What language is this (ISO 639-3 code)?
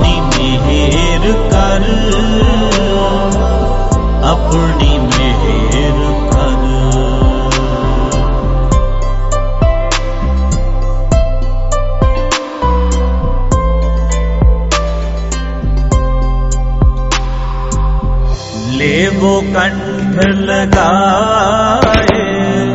hin